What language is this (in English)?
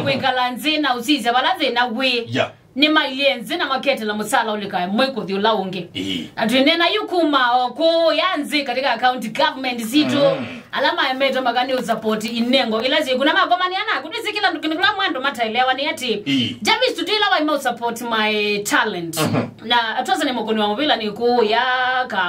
Kamba